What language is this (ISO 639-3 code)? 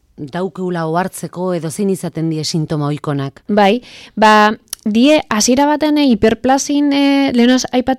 eus